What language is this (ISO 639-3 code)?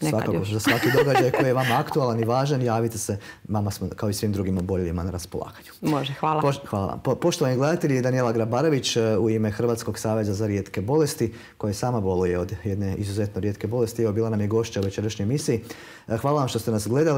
hrv